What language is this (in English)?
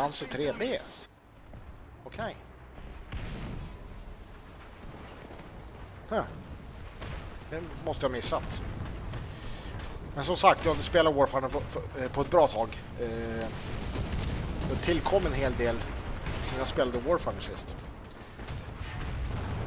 Swedish